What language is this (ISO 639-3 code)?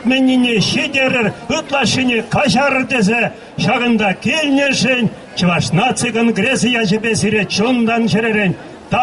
chv